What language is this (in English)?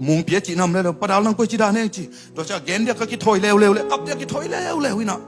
Tedim Chin